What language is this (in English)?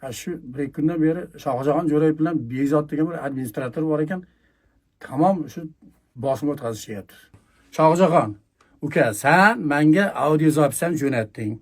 Uzbek